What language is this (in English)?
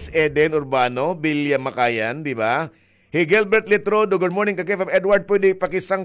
Waray